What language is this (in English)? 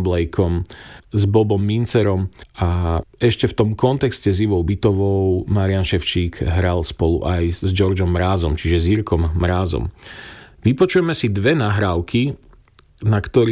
Slovak